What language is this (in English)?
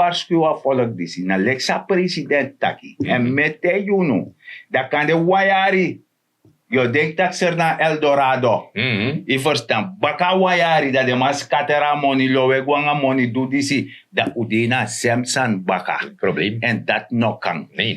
Sranan Tongo